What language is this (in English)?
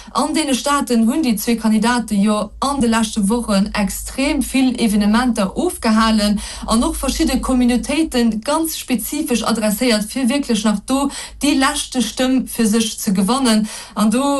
Luxembourgish